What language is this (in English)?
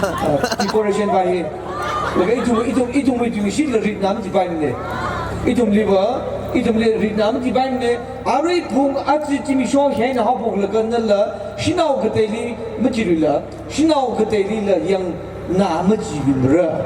Tangkhul Naga (India)